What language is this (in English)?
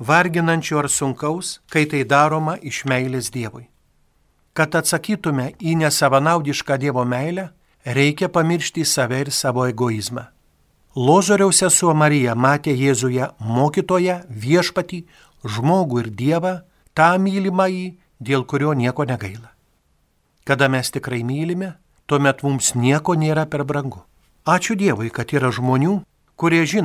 Lithuanian